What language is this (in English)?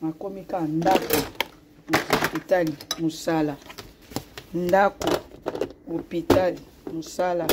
Lingala